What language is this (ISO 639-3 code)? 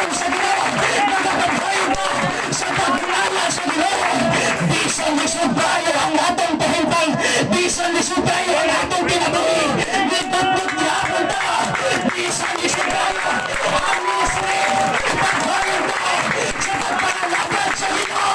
ceb